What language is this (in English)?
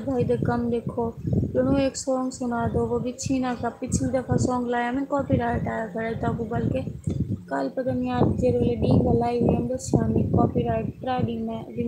Saraiki